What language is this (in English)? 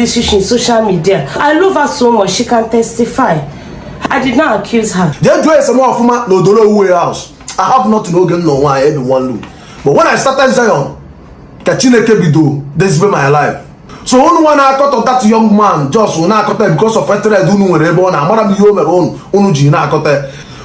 Igbo